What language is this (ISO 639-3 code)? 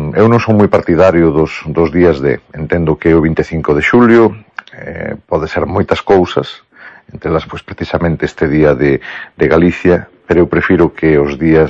glg